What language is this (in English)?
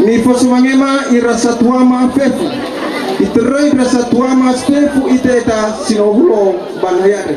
Nias